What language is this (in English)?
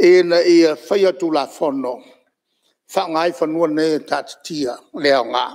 Samoan